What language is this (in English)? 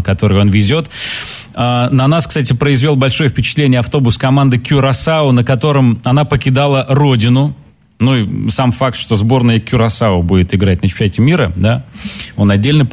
Russian